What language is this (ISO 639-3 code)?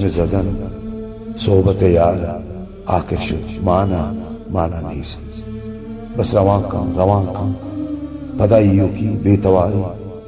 bal